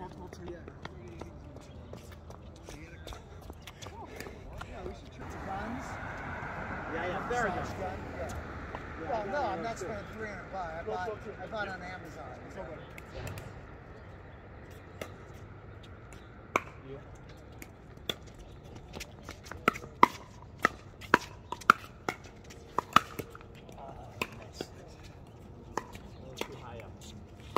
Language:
English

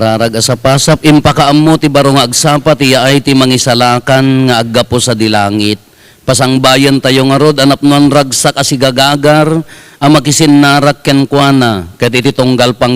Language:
Iloko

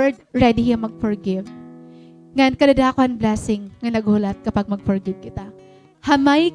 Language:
Waray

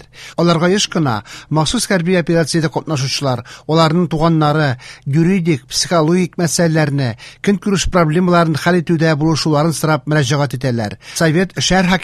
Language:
Tatar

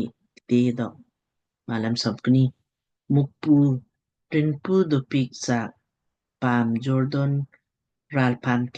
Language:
Lamkang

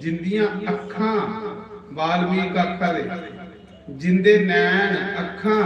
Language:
Dogri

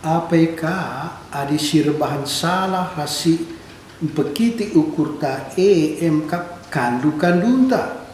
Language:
Batak Karo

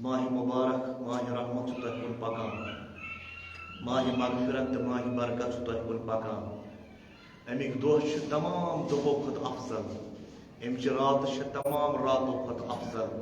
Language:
Kashmiri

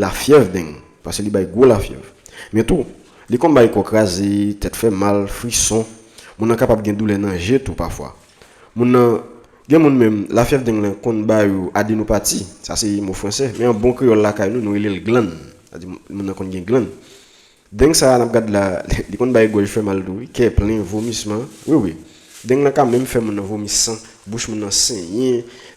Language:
Haitian Creole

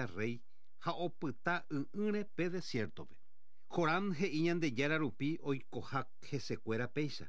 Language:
Guarani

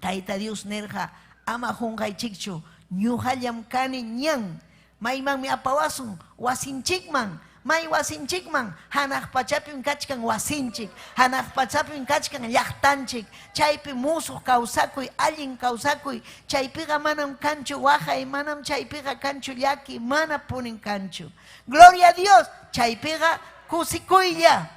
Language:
Ayacucho Quechua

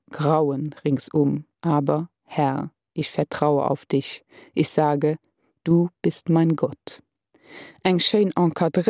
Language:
Luxembourgish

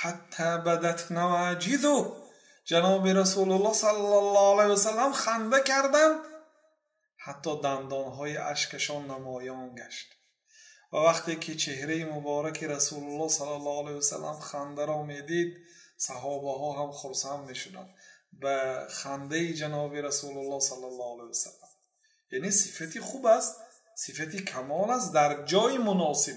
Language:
Persian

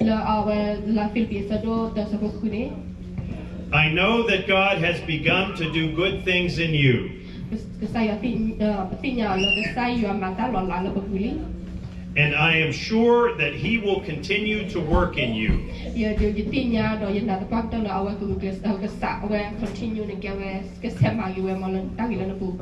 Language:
S'gaw Karen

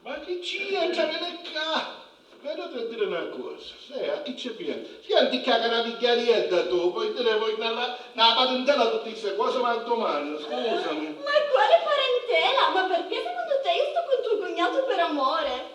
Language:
Sicilian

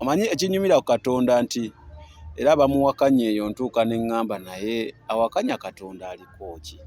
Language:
Ganda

